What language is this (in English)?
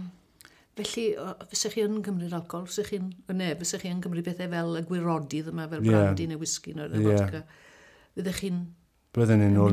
Welsh